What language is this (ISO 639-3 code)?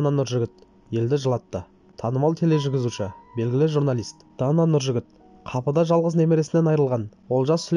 kaz